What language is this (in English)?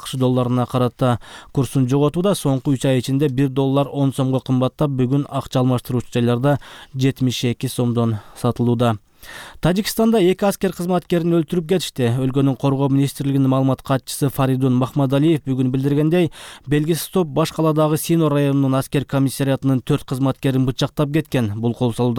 Kyrgyz